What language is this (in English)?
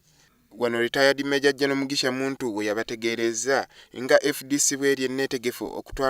Ganda